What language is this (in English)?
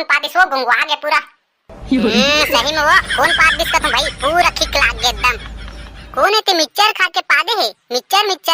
Chhattisgarhi